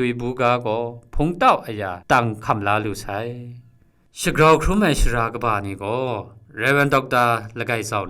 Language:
Kachin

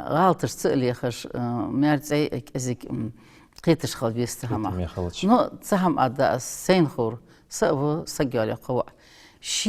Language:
Ingush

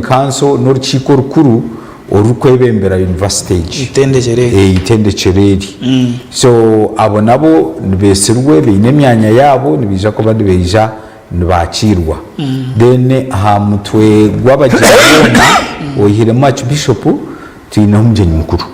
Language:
Nyankole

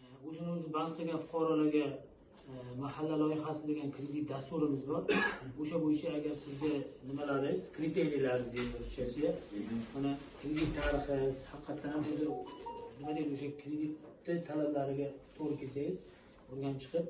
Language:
Uzbek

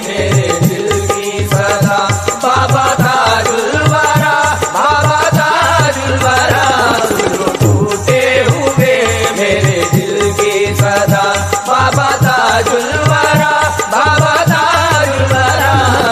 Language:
Hindi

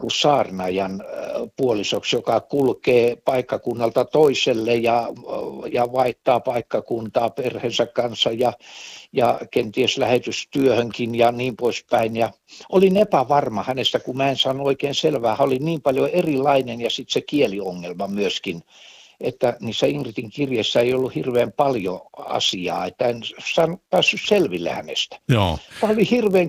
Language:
Finnish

